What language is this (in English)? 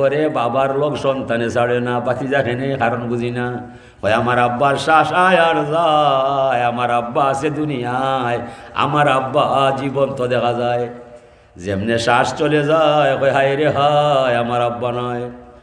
Sylheti